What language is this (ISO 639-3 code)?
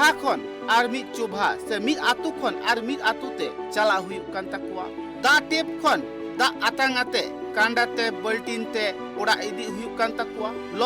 sat